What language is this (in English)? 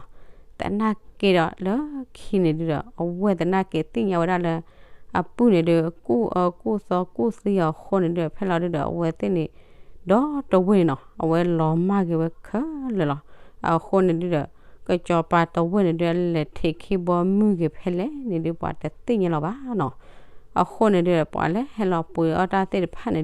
S'gaw Karen